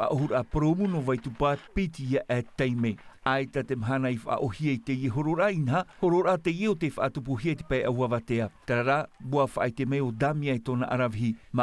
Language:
Tahitian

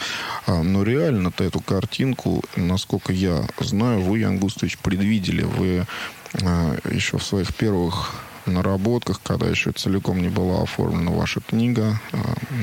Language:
Russian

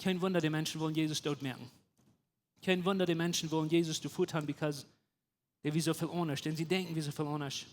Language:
Plautdietsch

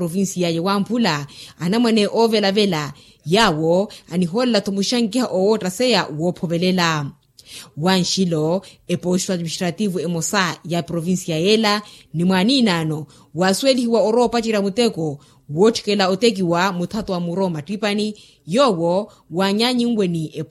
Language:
Makhuwa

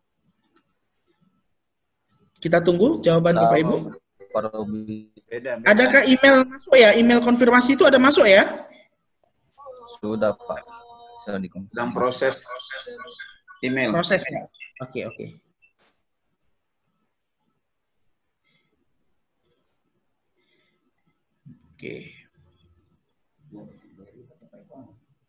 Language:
Indonesian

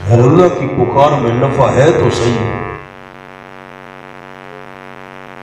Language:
Urdu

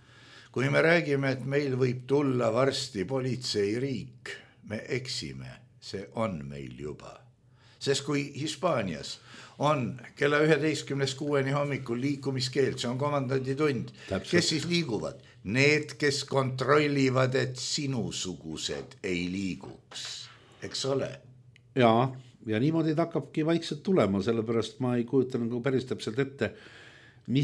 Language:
Estonian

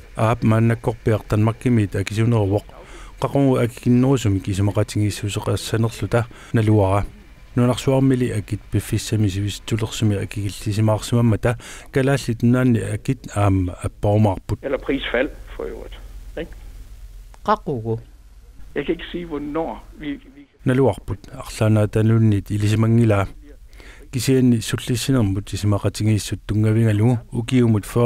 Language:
Kalaallisut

